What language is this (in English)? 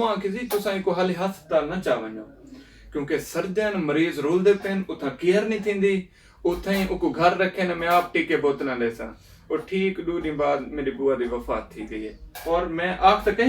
Saraiki